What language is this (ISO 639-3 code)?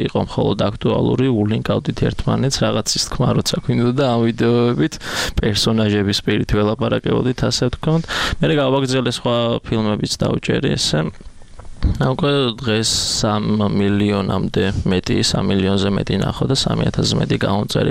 kat